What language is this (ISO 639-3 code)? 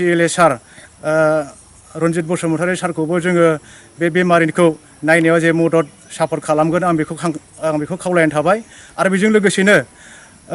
brx